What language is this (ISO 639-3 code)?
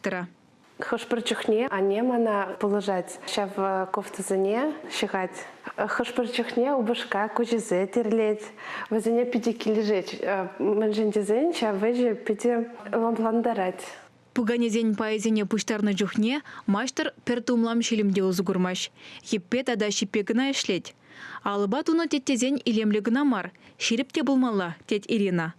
chv